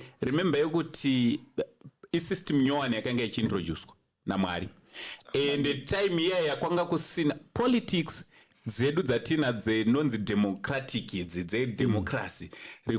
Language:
Shona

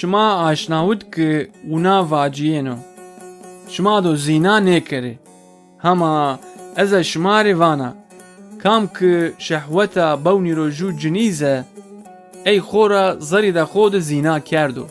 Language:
Zaza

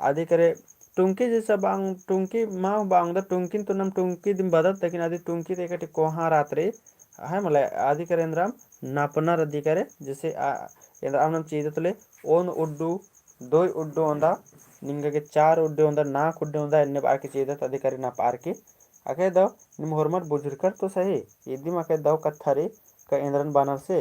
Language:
Kurukh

